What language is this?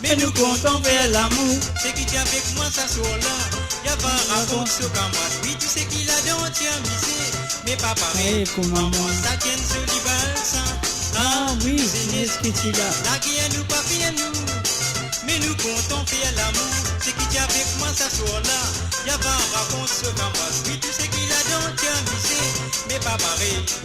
Morisyen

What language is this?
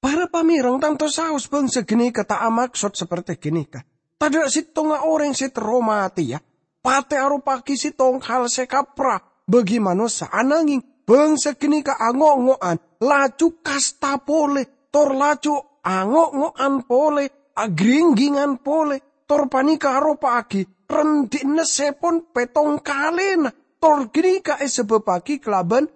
Madurese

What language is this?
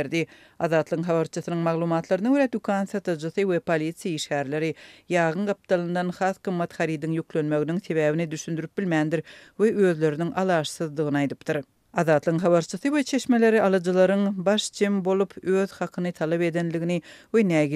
Turkmen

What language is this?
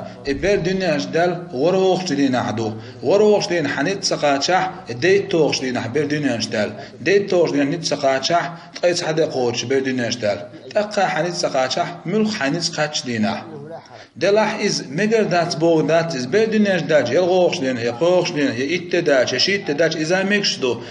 Chechen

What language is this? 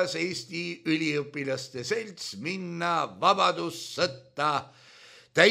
Estonian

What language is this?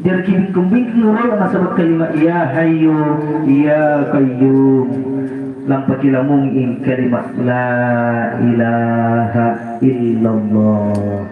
Makasar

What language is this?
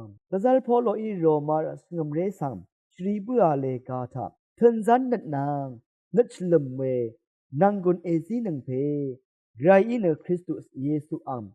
Rawang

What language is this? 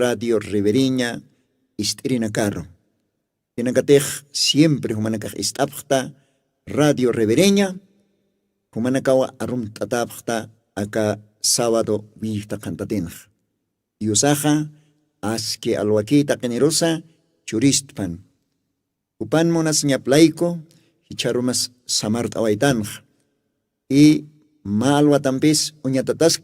Aymara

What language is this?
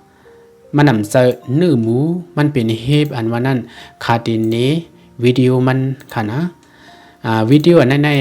Shan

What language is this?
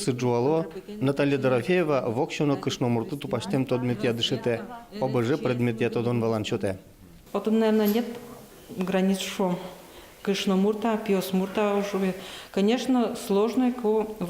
Udmurt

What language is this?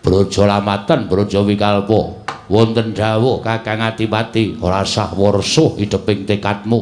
Javanese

